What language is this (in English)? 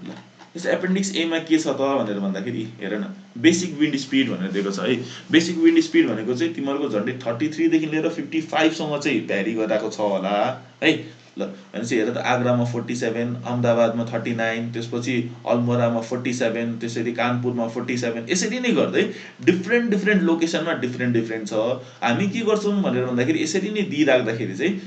Nepali